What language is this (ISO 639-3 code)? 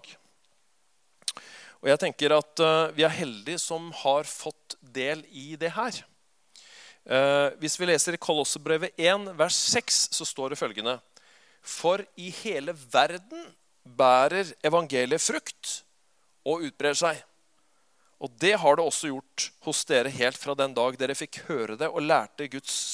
nor